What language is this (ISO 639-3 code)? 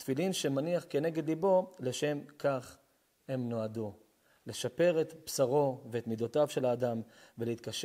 heb